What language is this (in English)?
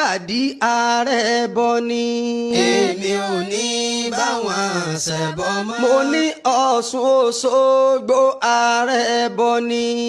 Yoruba